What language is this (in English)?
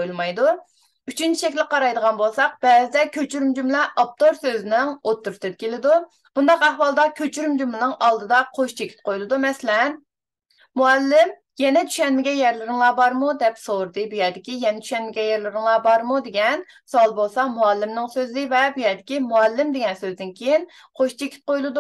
Uyghur